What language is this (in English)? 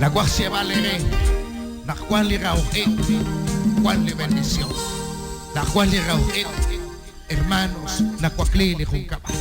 Kekchí